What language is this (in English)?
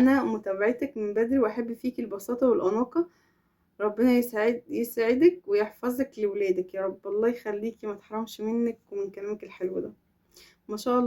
Egyptian Arabic